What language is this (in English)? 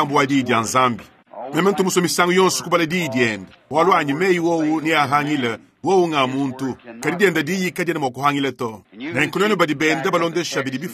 Luba-Lulua